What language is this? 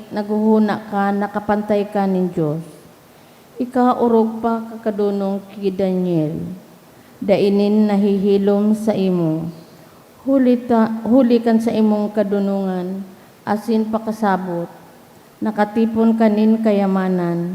Bikol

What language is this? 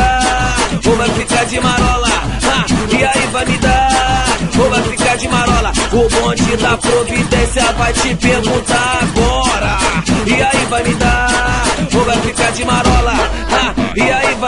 Portuguese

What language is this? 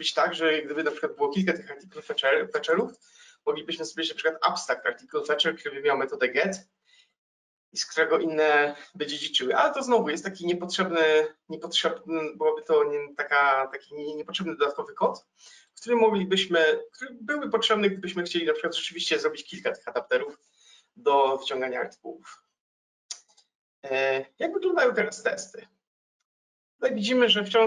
Polish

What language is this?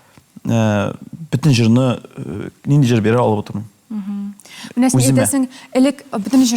Tatar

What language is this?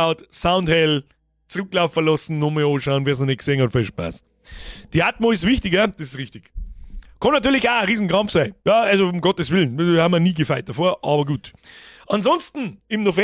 Bavarian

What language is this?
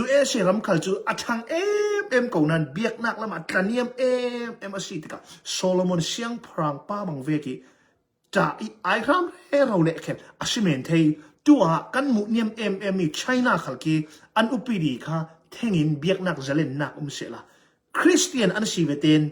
Hakha Chin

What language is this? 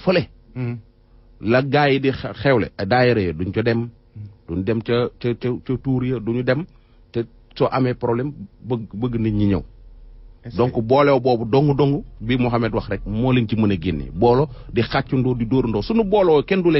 Wolof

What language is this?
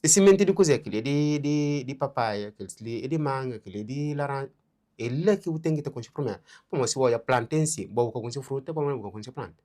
Kabuverdianu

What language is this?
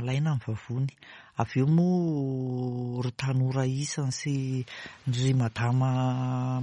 Malagasy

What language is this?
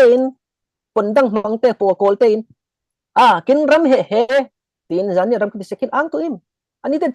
Falam Chin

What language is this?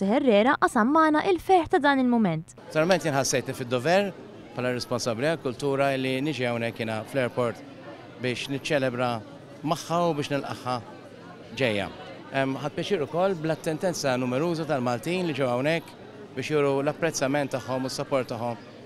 Maltese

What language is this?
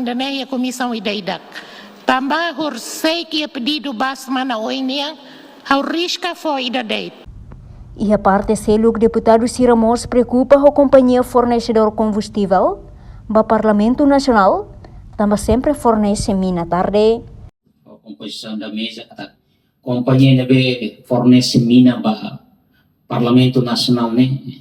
Tetum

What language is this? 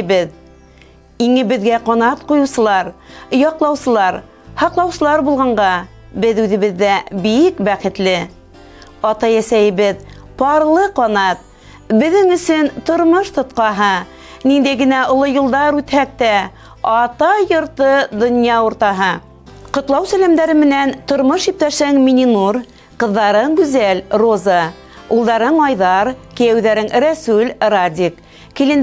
Bashkir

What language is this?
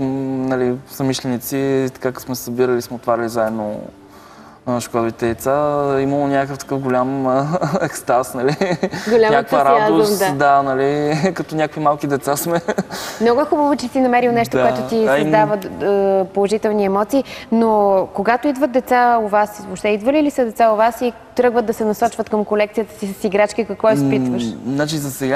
Bulgarian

